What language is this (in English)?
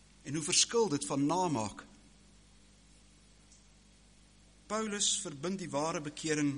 Afrikaans